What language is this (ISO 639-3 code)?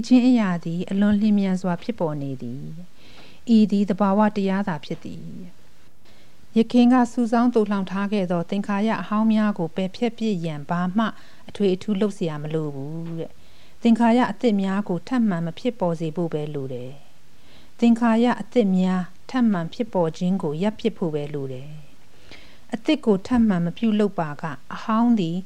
mya